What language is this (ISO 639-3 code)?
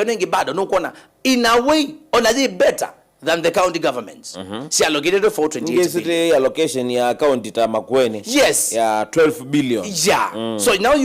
kam